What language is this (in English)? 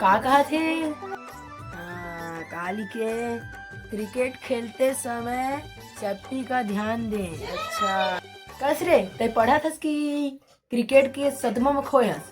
Chhattisgarhi